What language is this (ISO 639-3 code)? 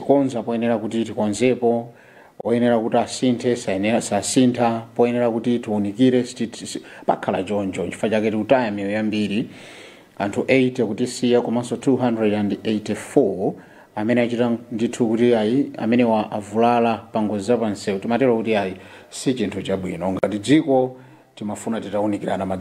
nya